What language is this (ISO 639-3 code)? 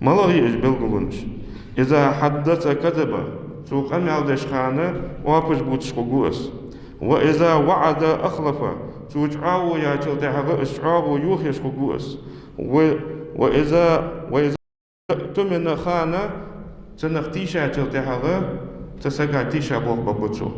inh